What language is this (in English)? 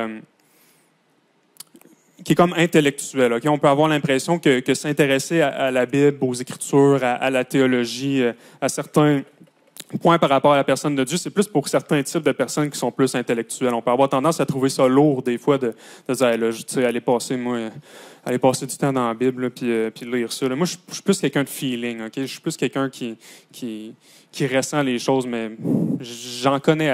French